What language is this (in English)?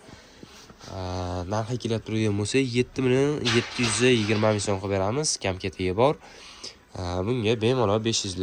Uzbek